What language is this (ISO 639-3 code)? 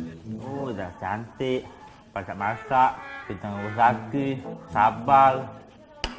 mui